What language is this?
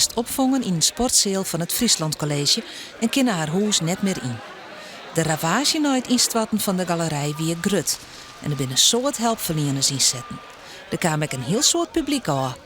Western Frisian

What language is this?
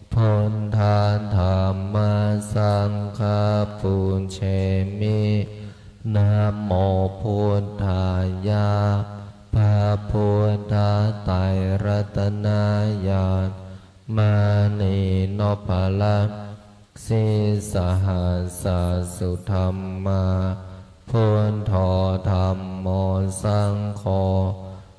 Pali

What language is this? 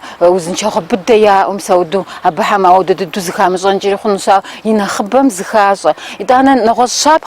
Kabardian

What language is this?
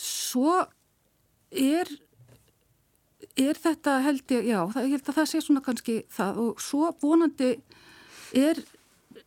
Icelandic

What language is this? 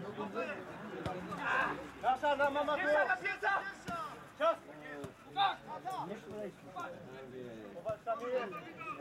Polish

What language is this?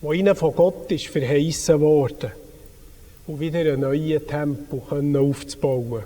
Swiss German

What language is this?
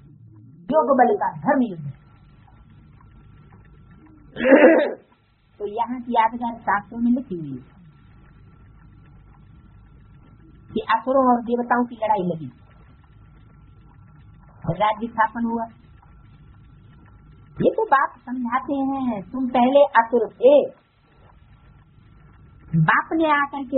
Hindi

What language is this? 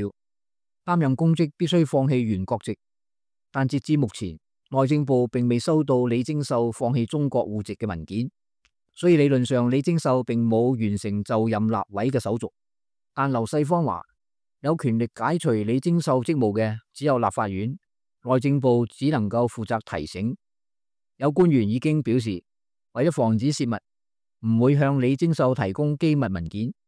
Cantonese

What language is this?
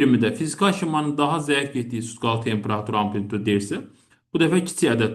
Azerbaijani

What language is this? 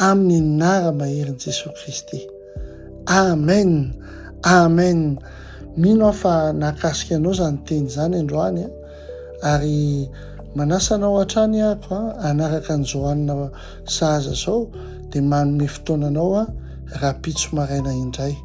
Malagasy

